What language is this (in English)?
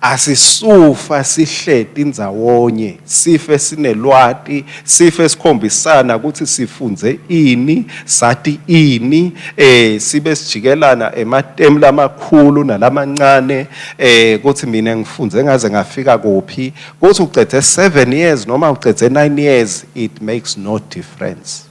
Swati